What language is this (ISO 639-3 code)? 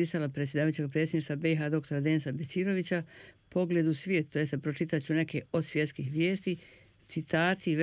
bos